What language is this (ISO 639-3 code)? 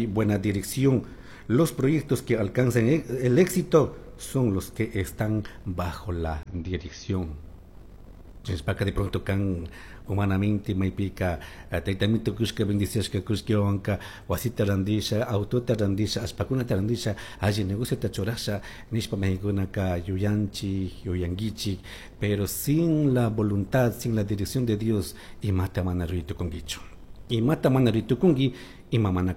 qug